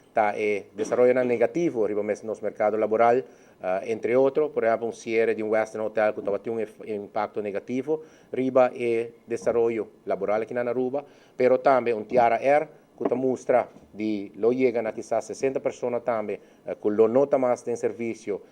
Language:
Papiamento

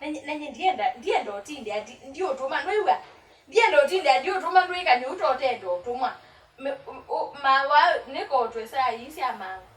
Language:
Kamba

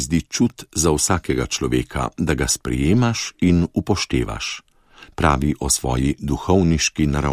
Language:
Slovenian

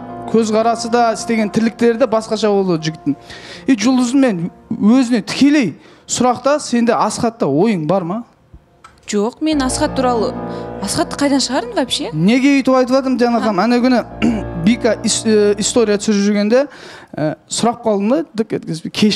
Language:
Kazakh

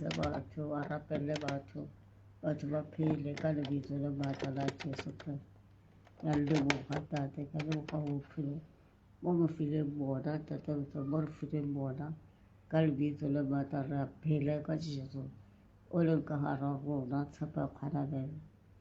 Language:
Southern Sotho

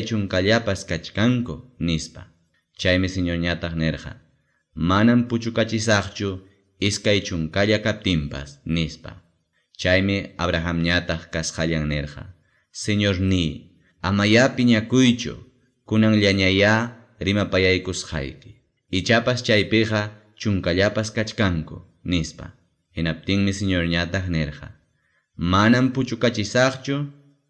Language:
Ayacucho Quechua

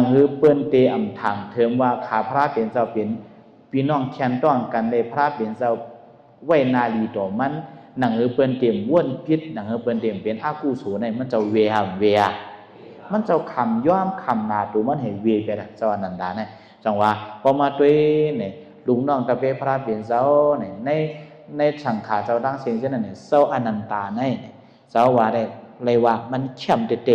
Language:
Shan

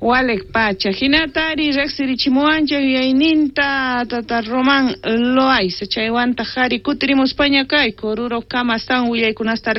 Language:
South Bolivian Quechua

